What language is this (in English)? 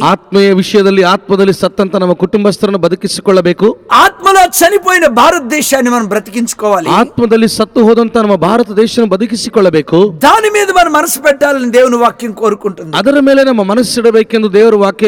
Kannada